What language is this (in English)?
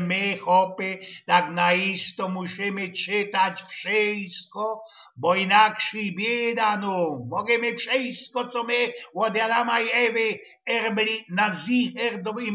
Silesian